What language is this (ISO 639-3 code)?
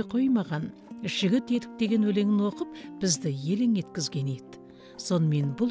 kaz